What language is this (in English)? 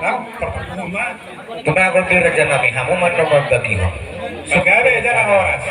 Batak Toba